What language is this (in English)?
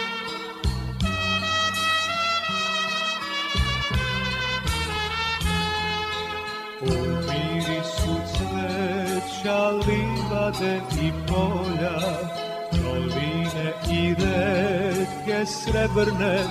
Serbian